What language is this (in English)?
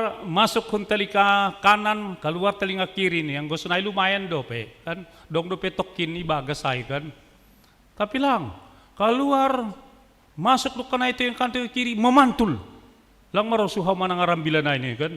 Batak Simalungun